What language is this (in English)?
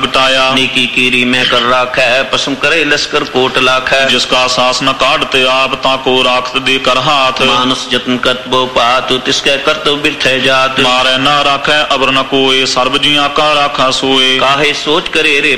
Punjabi